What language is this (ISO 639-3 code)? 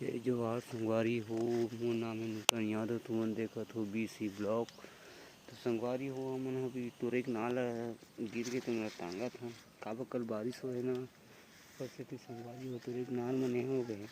hne